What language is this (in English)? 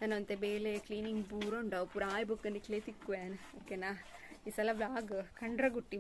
Tulu